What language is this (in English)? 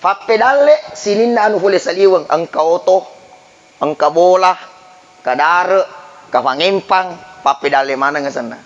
Buginese